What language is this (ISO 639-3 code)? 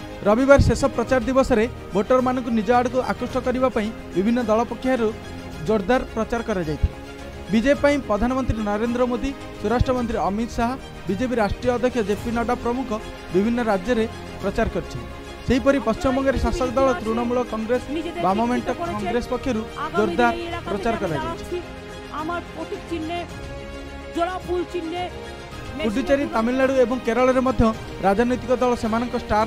ori